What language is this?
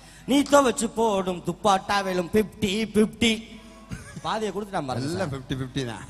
Tamil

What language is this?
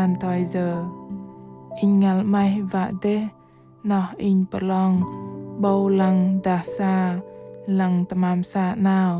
Bahnar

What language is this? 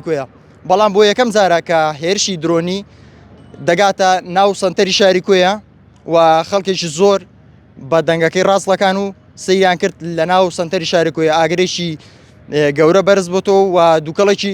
Central Kurdish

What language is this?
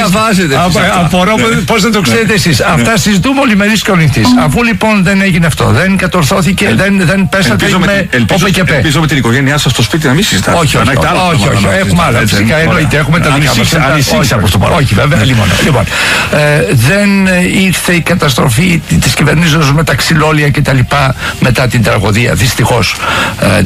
Greek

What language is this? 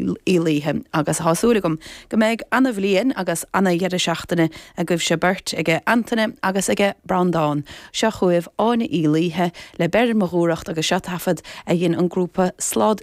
Irish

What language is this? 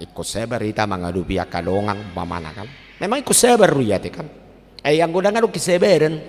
Batak Toba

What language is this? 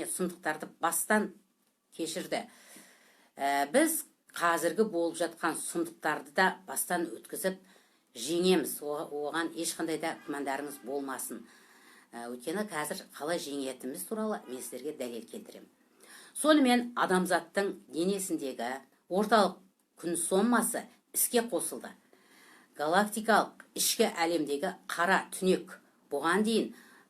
Kazakh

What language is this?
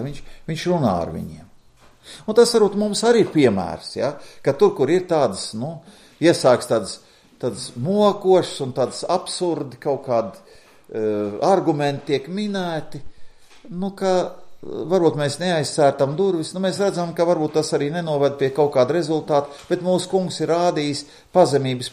Latvian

